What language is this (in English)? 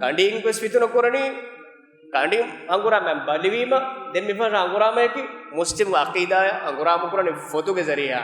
Divehi